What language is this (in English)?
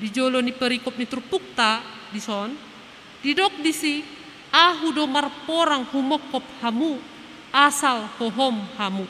Batak Toba